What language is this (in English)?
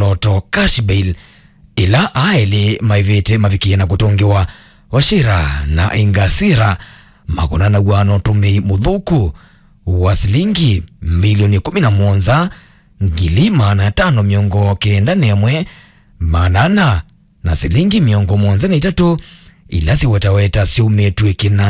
Kamba